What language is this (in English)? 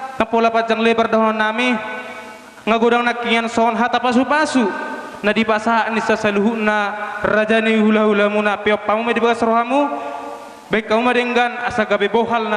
Batak Toba